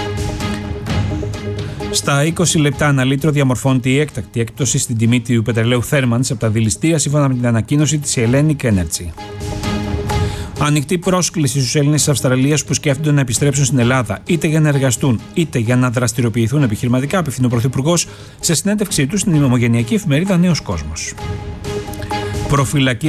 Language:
Greek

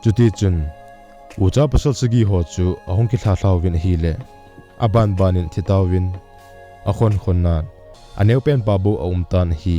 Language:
Thado Chin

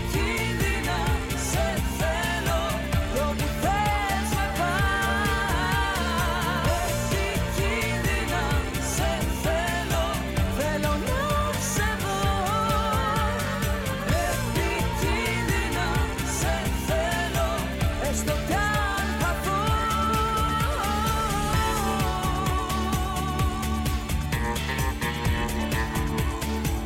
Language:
Greek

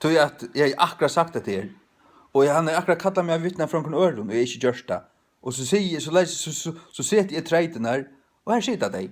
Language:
Faroese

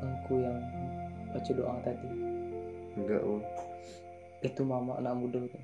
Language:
Minangkabau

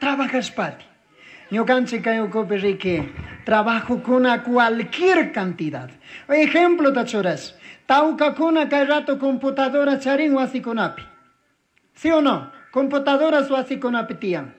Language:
Chimborazo Highland Quichua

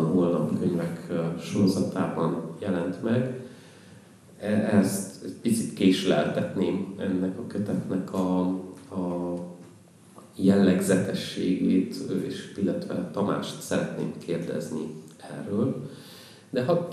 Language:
Hungarian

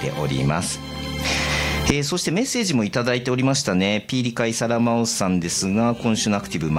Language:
Japanese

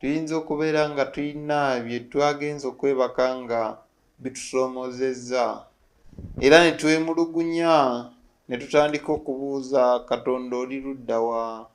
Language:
Ganda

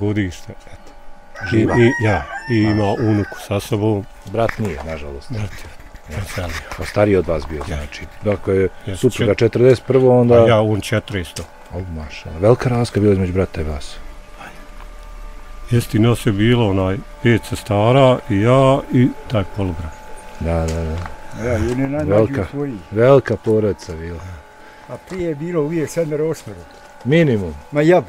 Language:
Bosnian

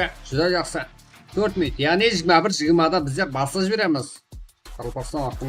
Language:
Kara-Kalpak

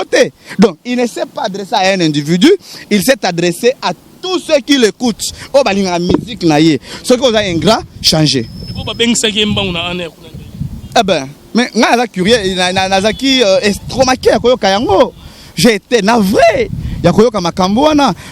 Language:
Lingala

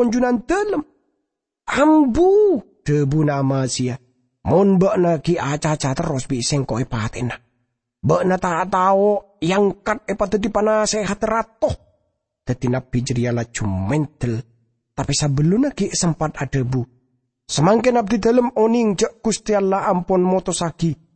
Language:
Madurese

